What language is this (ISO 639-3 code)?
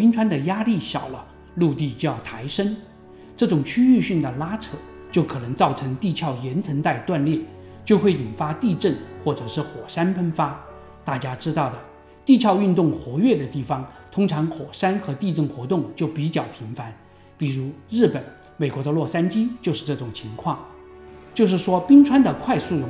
zho